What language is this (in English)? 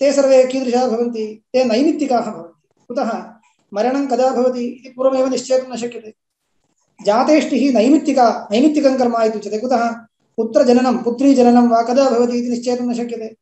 Sanskrit